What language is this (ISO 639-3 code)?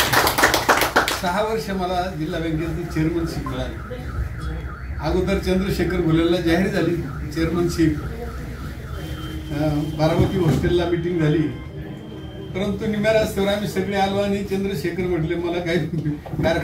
mar